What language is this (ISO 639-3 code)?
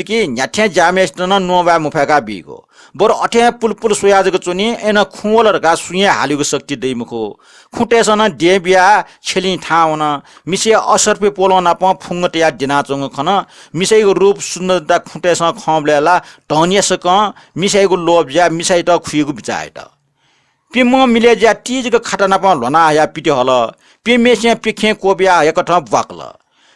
new